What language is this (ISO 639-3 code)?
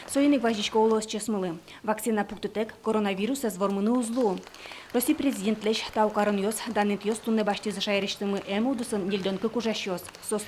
udm